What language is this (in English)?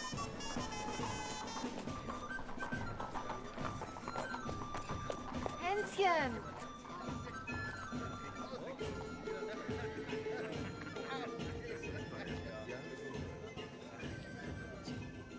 German